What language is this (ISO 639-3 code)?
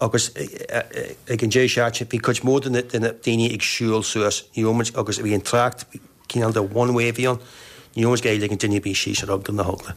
gle